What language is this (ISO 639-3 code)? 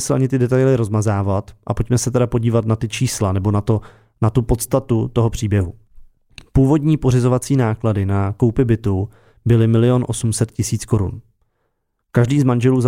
ces